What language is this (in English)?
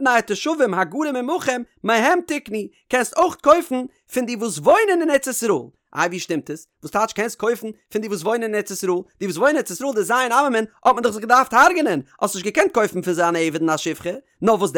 Yiddish